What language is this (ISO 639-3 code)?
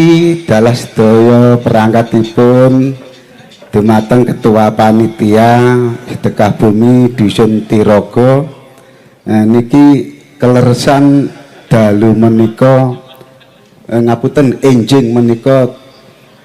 jav